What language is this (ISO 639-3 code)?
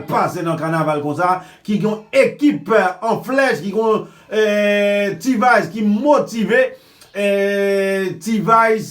hat